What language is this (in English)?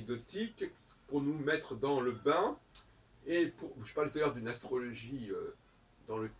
French